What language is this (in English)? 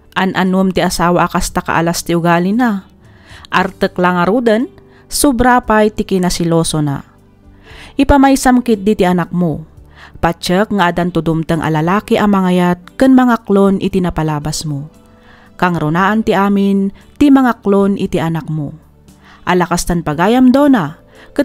Iloko